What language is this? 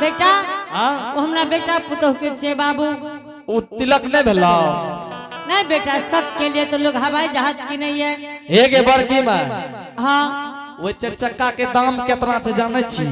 Angika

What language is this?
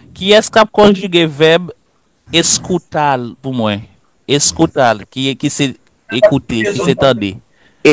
Haitian Creole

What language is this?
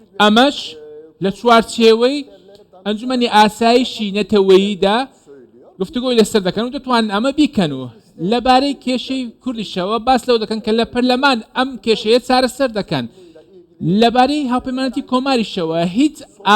Central Kurdish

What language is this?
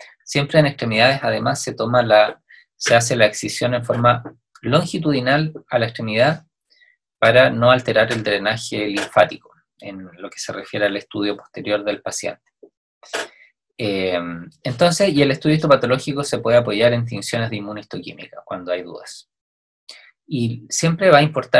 Spanish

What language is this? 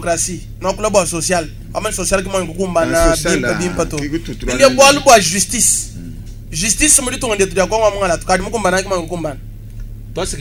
Luba-Lulua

